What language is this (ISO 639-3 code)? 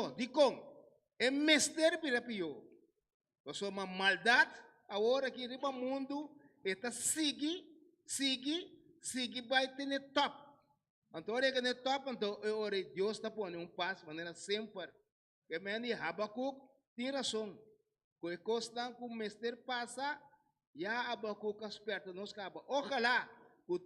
pap